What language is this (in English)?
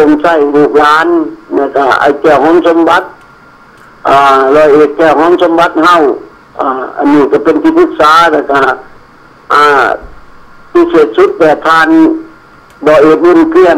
Thai